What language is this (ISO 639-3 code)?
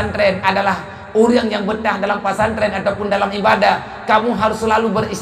ace